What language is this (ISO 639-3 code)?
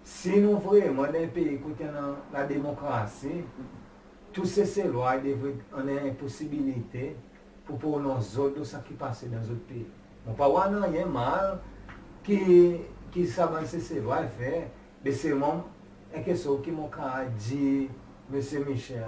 crs